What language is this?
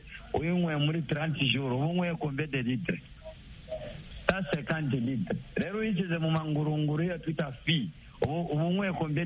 Kinyarwanda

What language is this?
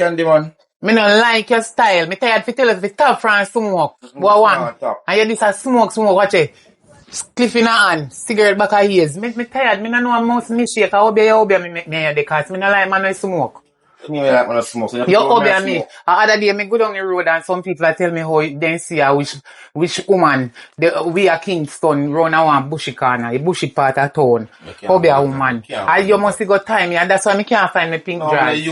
Jamaican Creole English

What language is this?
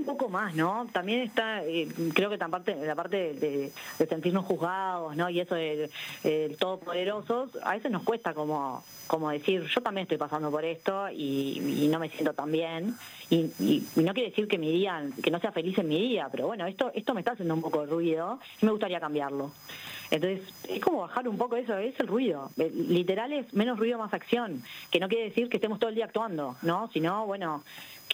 Spanish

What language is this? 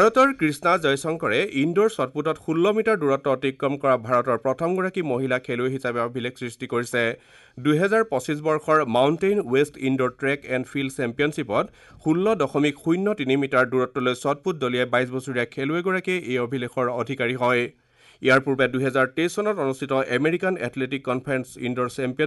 Assamese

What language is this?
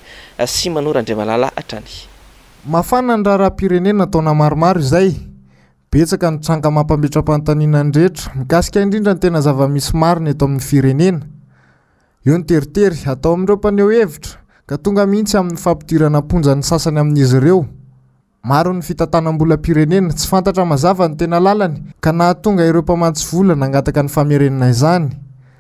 Malagasy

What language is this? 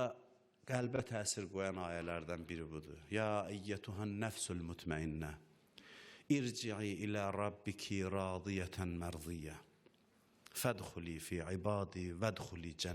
Azerbaijani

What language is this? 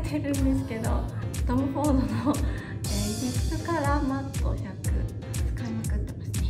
Japanese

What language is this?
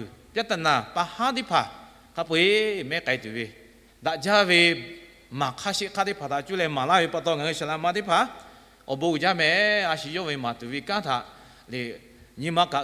Lahu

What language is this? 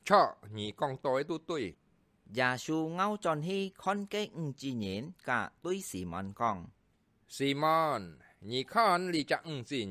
Hakka Chinese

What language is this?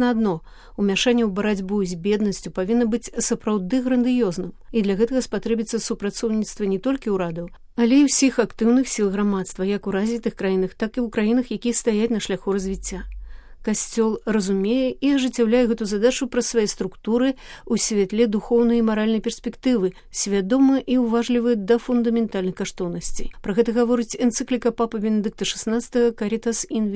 Belarusian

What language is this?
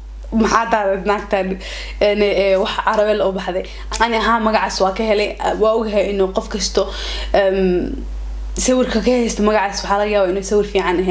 Somali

